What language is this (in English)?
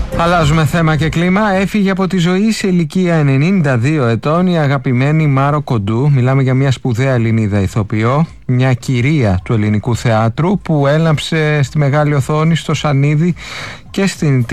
Greek